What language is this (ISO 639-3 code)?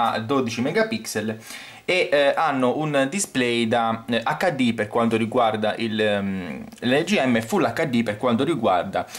ita